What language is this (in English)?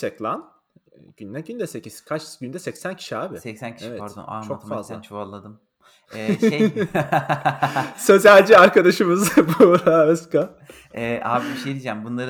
Turkish